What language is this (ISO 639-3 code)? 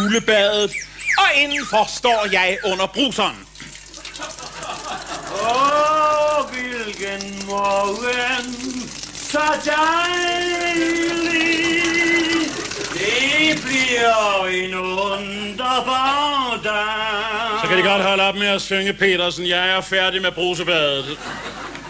dan